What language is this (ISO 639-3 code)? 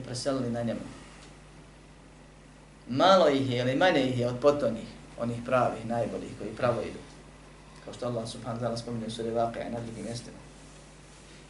bos